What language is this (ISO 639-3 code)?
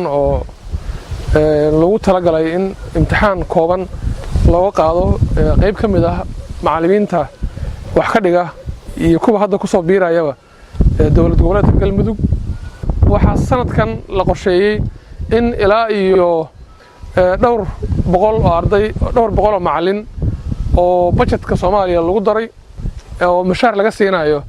som